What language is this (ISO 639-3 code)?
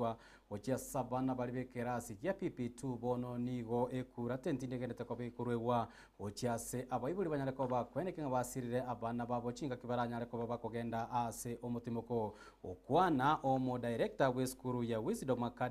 guz